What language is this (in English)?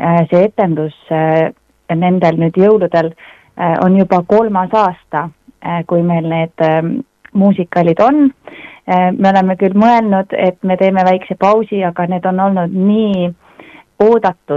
Estonian